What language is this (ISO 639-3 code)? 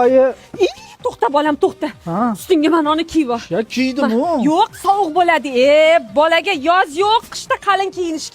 uzb